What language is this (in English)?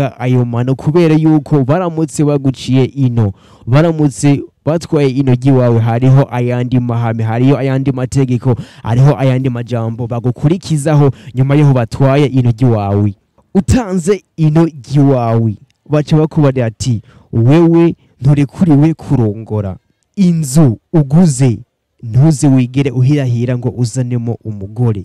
Rundi